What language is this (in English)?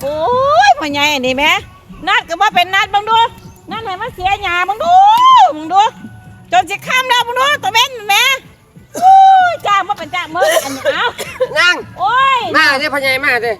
Lao